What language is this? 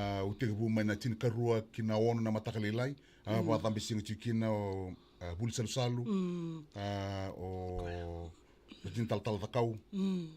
Fijian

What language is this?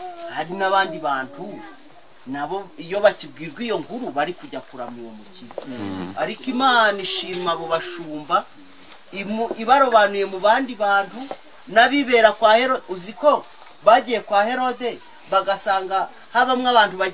Kinyarwanda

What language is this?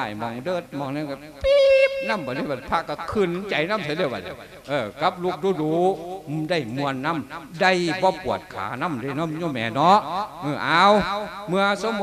Lao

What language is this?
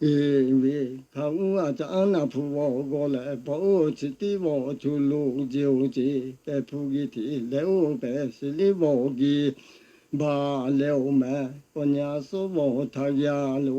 Lahu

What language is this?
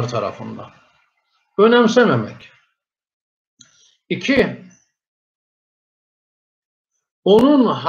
Turkish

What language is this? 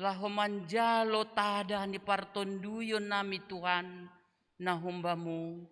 Batak Simalungun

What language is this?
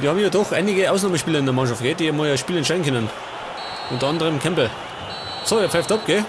Bavarian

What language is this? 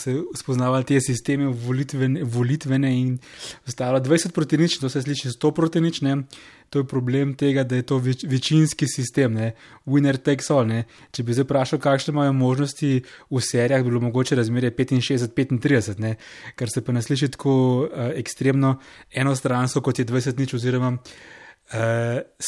Slovenian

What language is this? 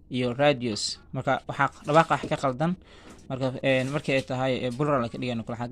Somali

